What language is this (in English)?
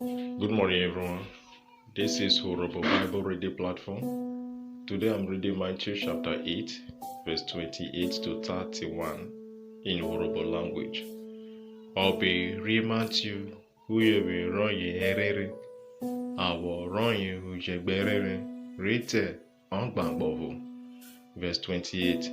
Urhobo